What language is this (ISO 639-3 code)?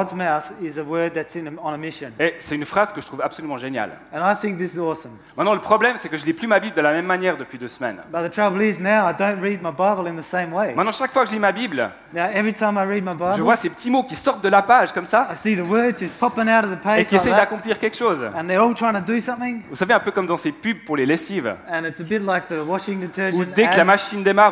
fra